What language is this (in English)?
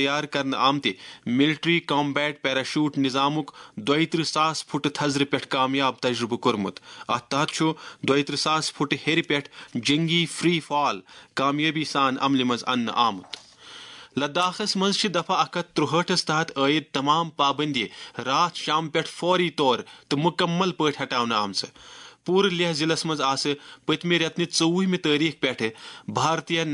Kashmiri